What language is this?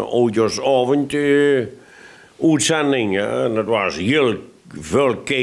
Limburgish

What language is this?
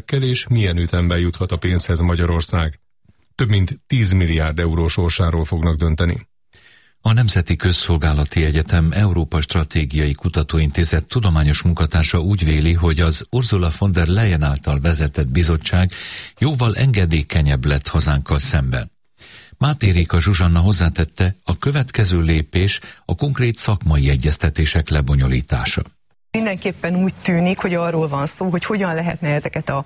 Hungarian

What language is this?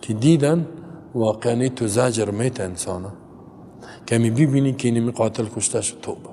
Persian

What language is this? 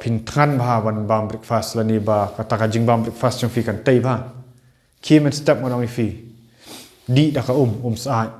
Khasi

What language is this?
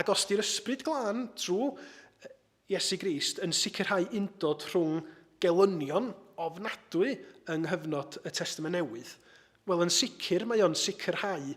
Welsh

